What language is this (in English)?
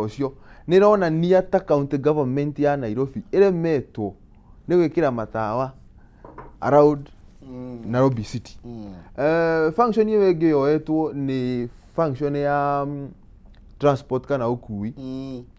Kikuyu